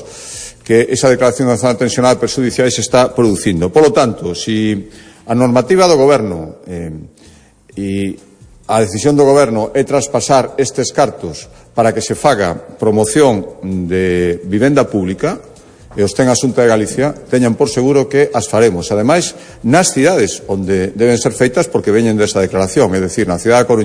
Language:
Galician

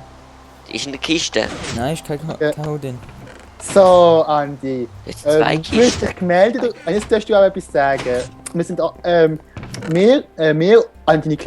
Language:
Swiss German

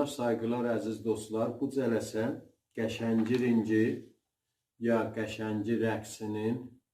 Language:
South Azerbaijani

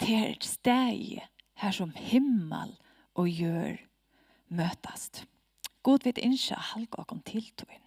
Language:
Faroese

